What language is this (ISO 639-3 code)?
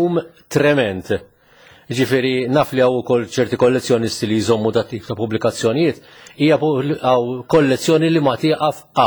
mlt